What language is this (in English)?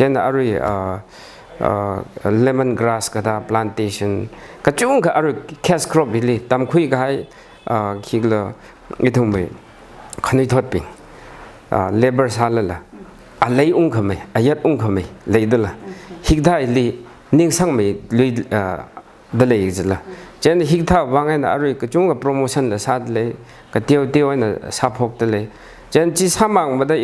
Tangkhul Naga (India)